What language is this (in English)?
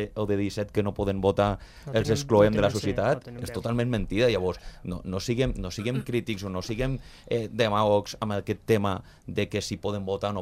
Catalan